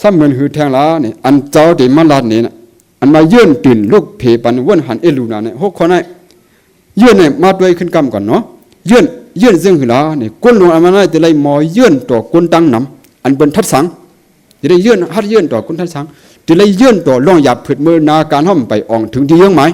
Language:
Shan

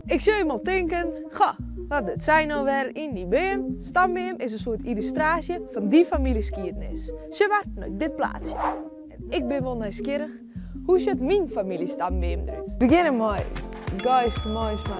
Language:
Western Frisian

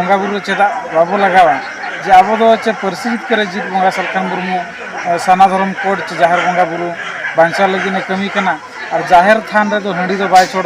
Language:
Santali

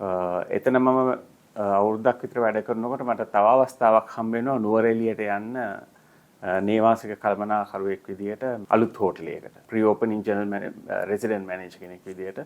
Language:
Sinhala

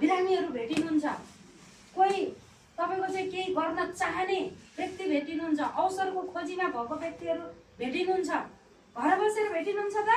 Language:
Nepali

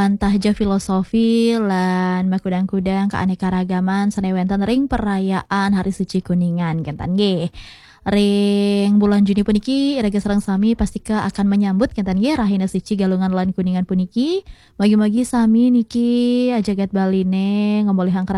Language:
Balinese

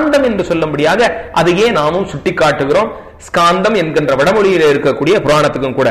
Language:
Tamil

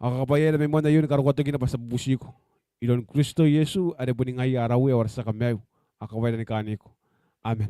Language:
Gilbertese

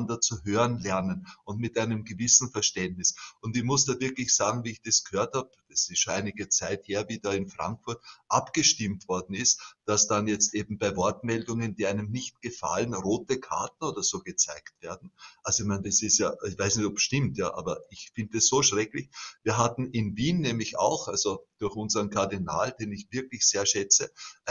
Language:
German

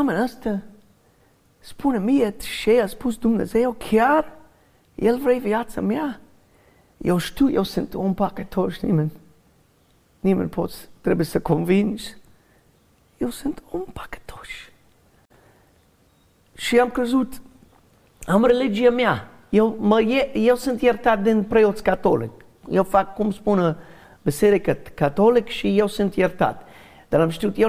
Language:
Romanian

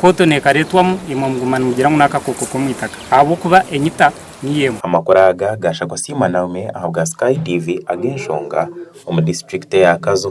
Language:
Nyankole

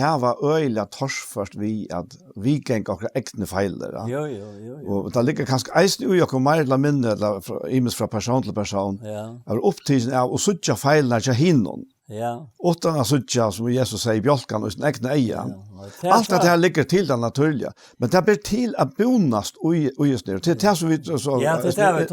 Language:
Faroese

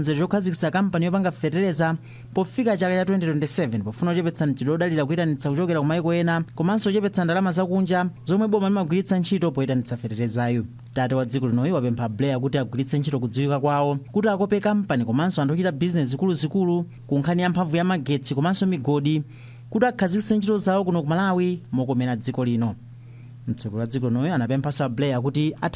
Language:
Nyanja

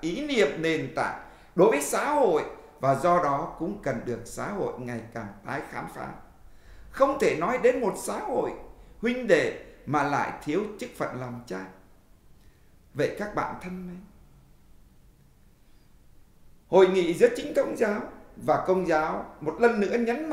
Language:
Vietnamese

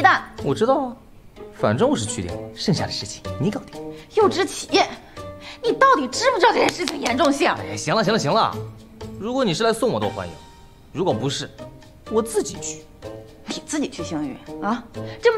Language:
Chinese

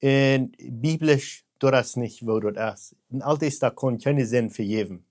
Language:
Plautdietsch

